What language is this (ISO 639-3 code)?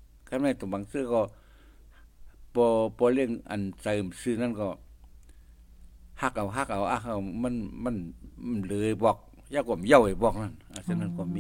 tha